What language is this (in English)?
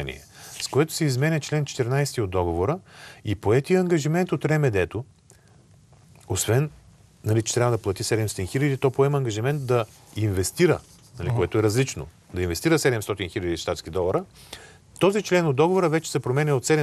Bulgarian